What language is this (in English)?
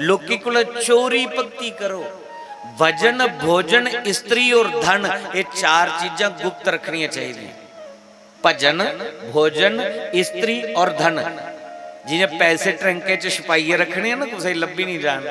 Dogri